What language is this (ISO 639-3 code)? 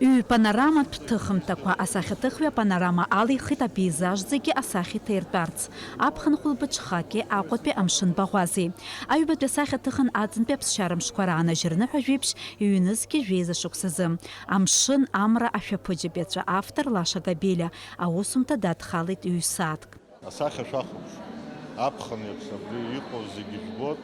abk